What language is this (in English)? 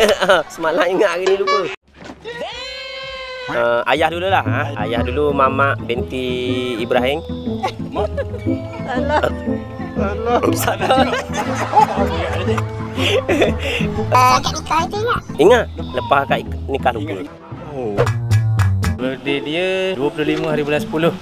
Malay